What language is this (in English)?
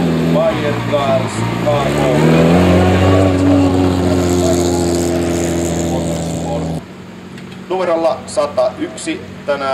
Finnish